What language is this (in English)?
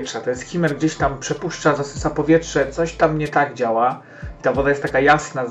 Polish